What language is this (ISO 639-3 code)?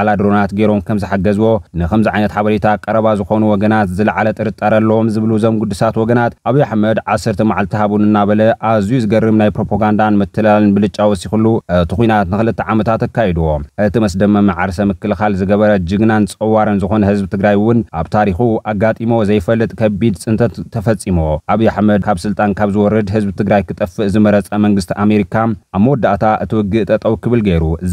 tir